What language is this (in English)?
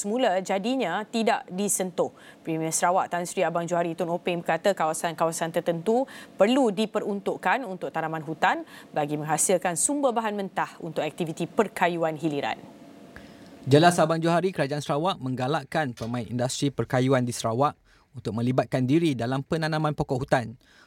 Malay